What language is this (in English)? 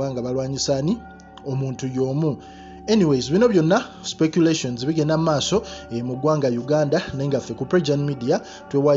Ganda